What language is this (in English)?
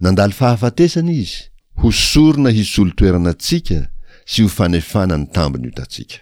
Malagasy